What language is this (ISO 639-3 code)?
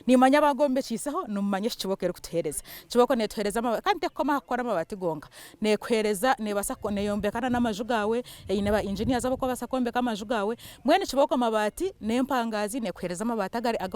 nyn